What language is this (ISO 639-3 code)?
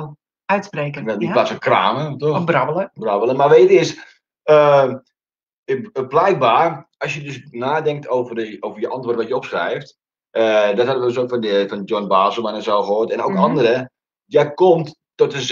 nld